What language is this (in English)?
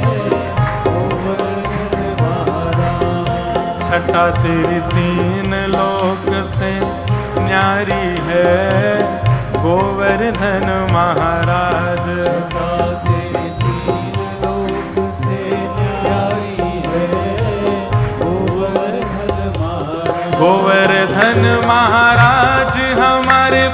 Hindi